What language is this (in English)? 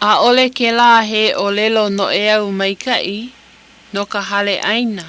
Hawaiian